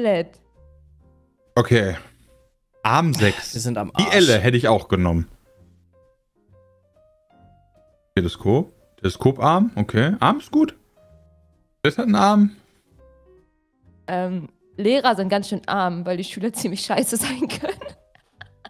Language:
German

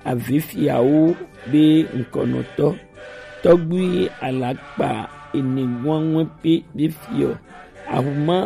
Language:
Gen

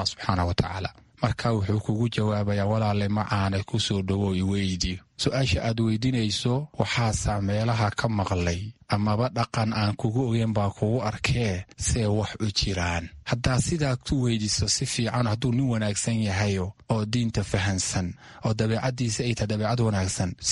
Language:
Somali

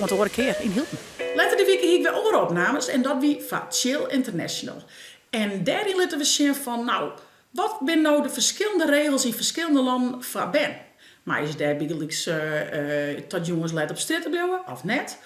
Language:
Western Frisian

